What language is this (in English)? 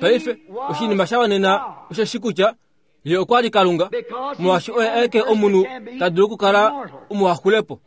Kuanyama